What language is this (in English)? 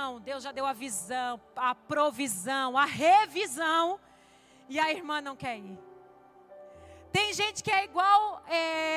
Portuguese